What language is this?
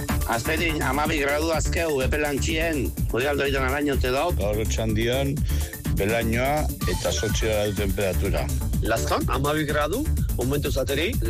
Basque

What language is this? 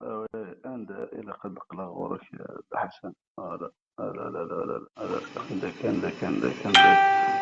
Kabyle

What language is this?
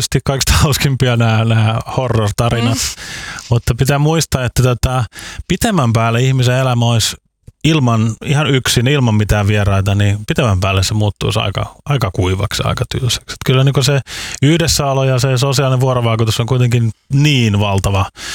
Finnish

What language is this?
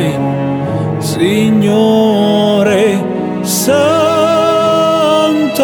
Italian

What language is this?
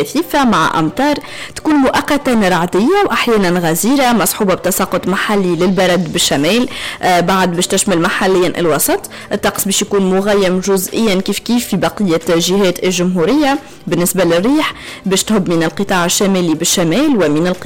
Tunisian Arabic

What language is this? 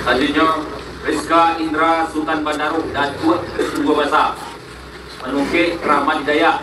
Minangkabau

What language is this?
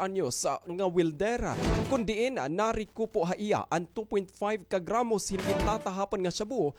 Waray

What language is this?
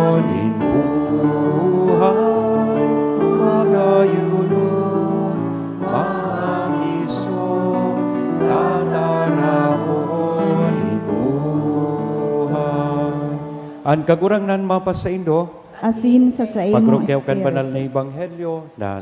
Bikol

